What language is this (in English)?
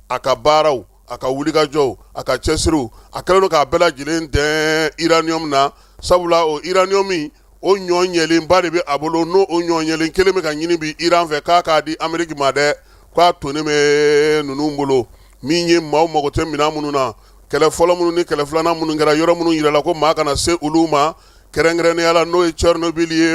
Bambara